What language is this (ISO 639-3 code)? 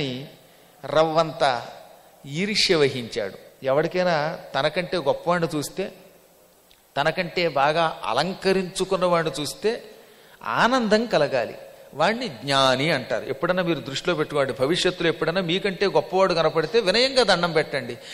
tel